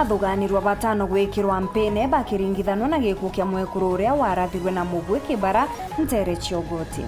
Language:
Meru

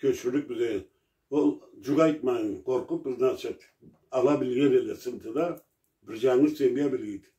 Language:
Karachay-Balkar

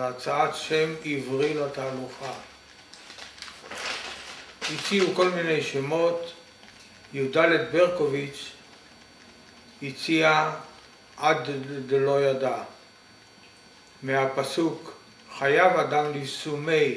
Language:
Hebrew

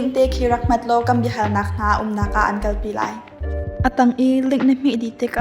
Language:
Hakha Chin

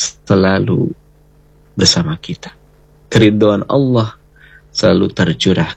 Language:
Indonesian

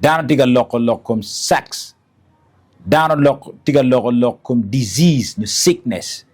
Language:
Acoli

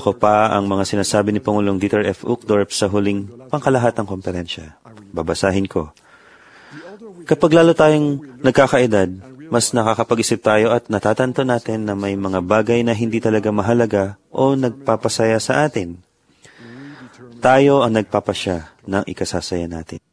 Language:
Filipino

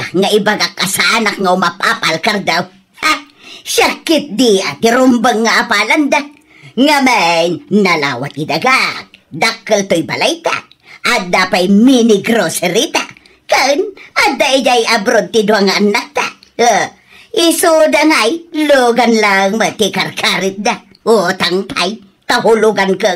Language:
Iloko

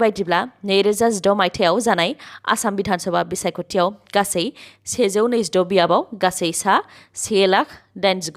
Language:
Bodo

